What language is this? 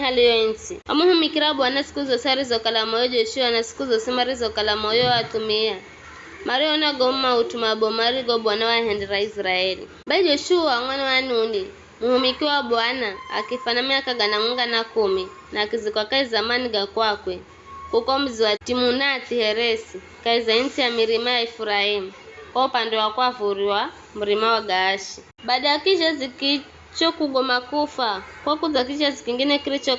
Giryama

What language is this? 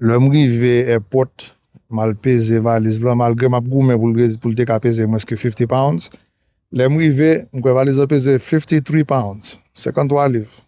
Haitian Creole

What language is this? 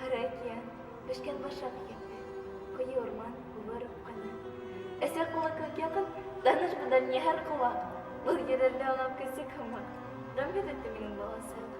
Bashkir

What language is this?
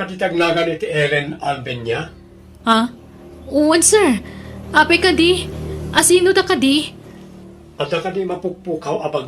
Iloko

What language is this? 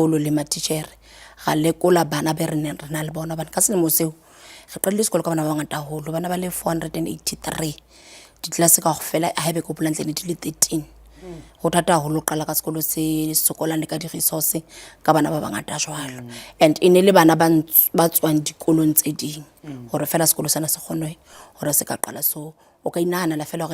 Southern Sotho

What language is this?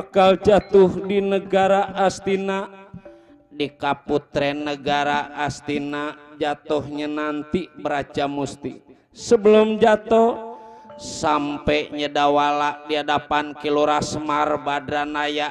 Betawi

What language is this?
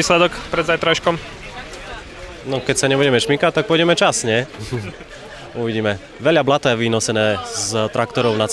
Slovak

